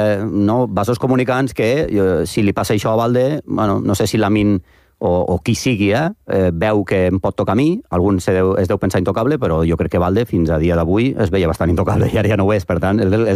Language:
Catalan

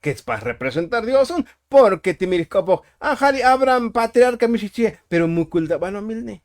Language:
Tzotzil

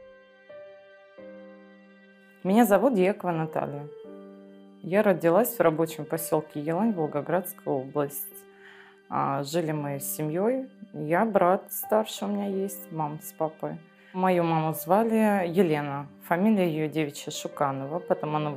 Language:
Russian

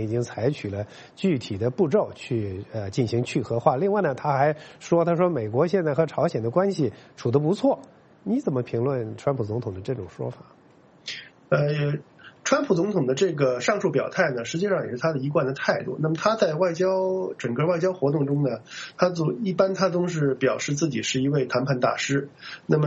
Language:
Chinese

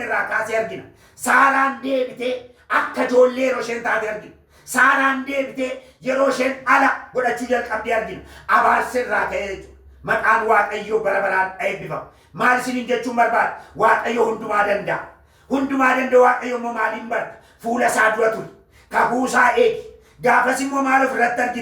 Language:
Oromo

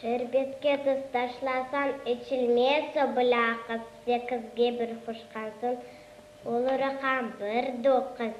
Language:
Crimean Tatar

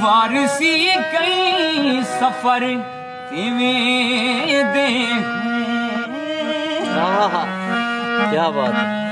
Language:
Saraiki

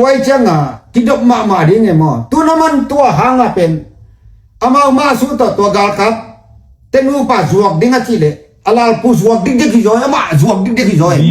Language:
Tedim Chin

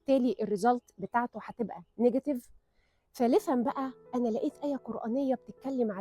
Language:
Egyptian Arabic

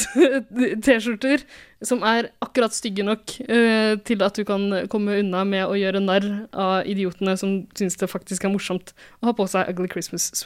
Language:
Norwegian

